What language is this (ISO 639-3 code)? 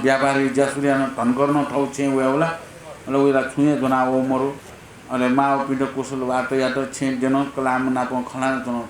new